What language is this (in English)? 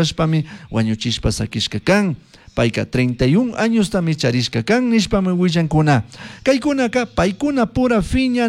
Chimborazo Highland Quichua